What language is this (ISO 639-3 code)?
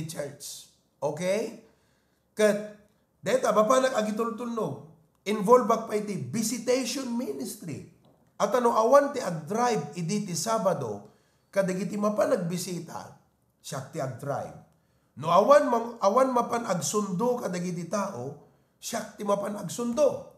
ilo